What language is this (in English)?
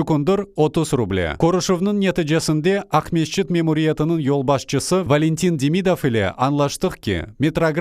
Crimean Tatar